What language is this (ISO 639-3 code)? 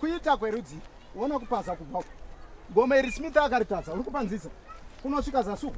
sna